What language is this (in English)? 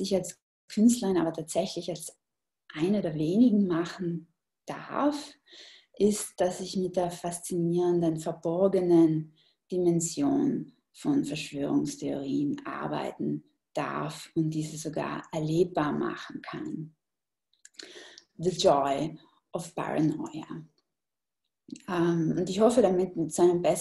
German